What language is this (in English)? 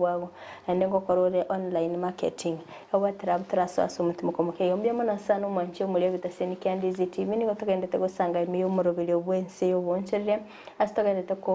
Gusii